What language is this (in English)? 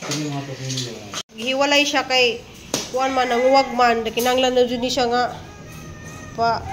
Cebuano